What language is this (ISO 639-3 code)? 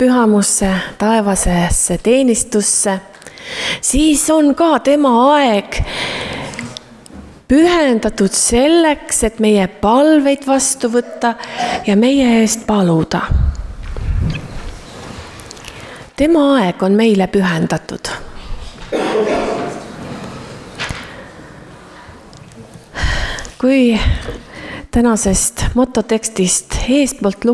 est